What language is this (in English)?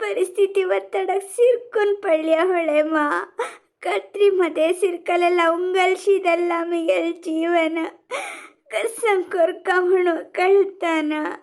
Konkani